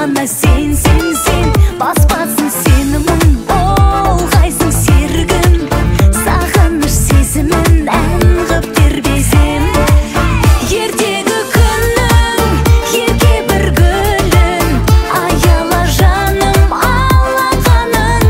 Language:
Kazakh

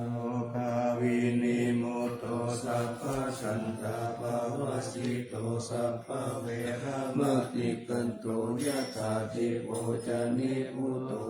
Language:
Pali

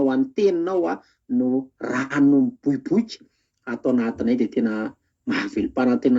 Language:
Malagasy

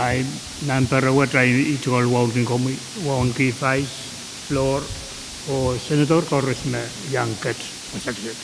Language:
Pohnpeian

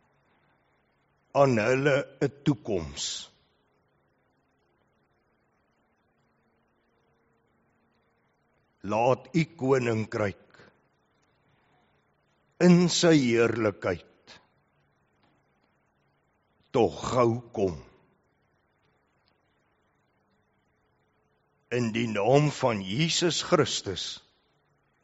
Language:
Afrikaans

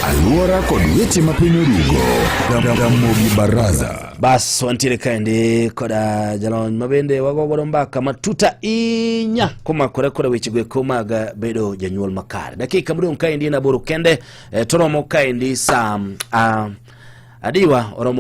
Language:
Luo (Kenya and Tanzania)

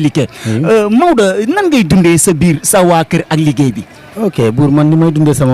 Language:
Wolof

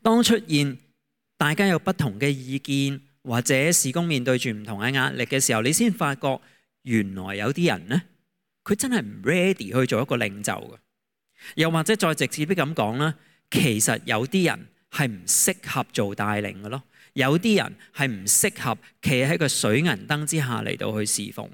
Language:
Cantonese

